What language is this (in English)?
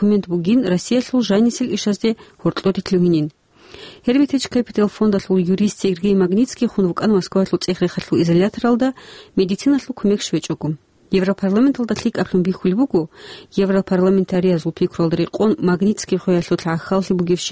Avaric